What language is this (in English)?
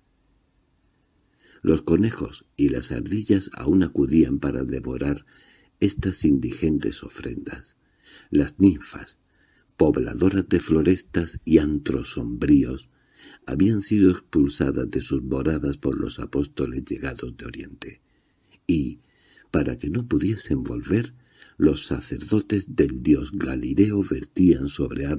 Spanish